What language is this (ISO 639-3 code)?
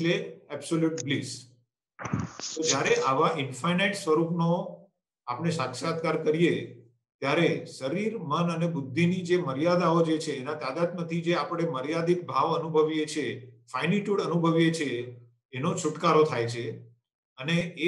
guj